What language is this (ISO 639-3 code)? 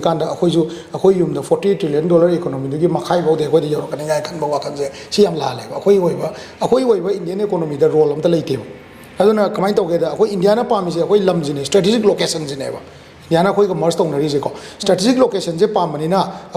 mni